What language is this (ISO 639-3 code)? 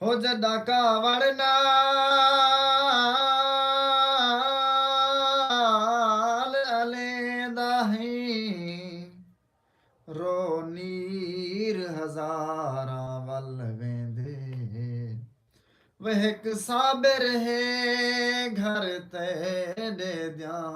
skr